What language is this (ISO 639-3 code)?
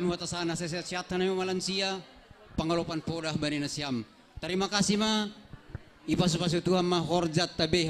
bts